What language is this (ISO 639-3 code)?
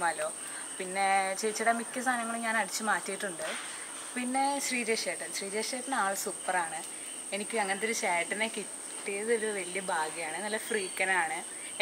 mal